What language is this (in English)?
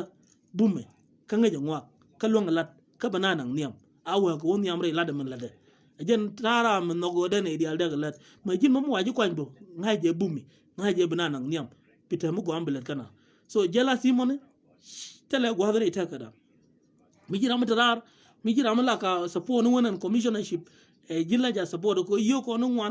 Nuer